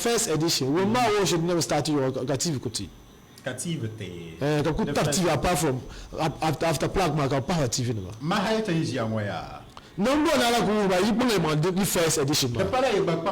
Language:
Dagbani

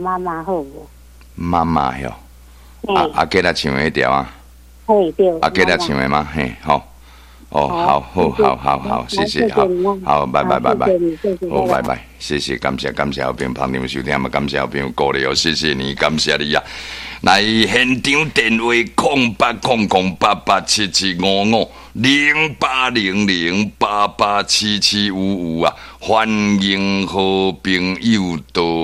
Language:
Min Nan Chinese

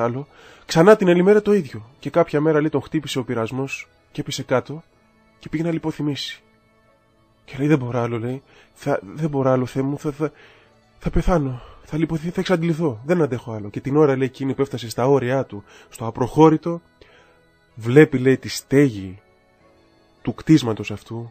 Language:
Greek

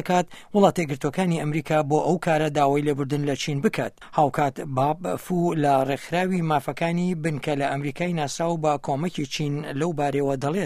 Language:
Central Kurdish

